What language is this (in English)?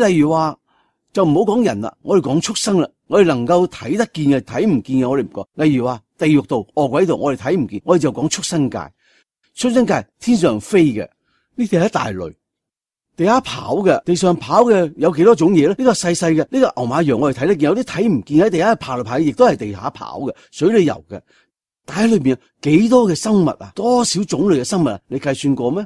Cantonese